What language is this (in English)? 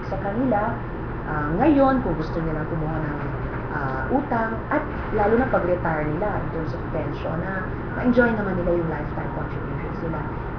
Filipino